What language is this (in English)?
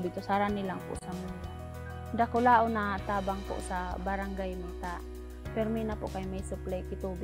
Bikol